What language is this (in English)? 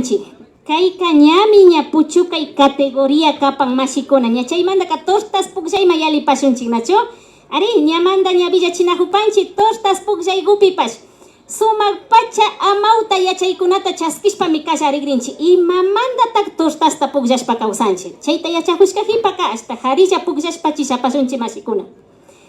Imbabura Highland Quichua